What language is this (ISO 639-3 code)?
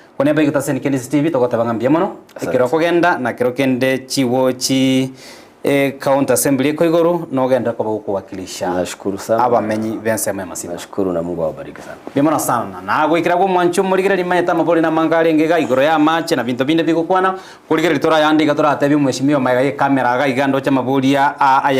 guz